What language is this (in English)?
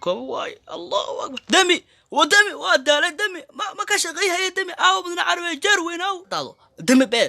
Somali